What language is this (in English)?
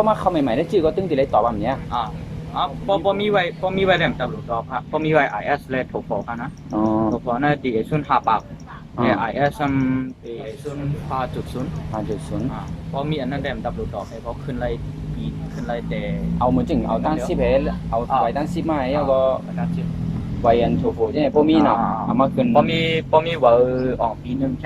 Shan